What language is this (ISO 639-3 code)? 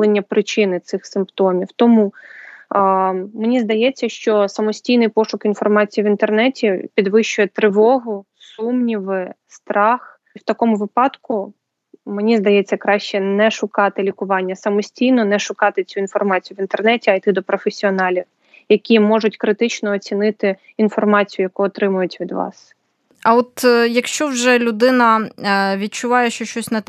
ukr